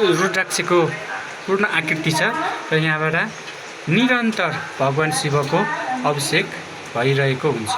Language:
Nepali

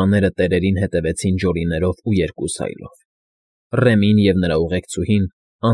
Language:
Armenian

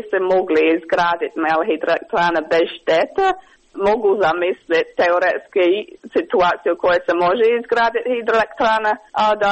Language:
Croatian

